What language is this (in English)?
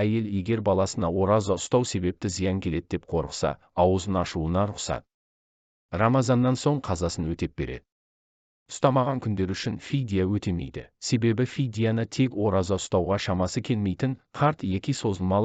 Kazakh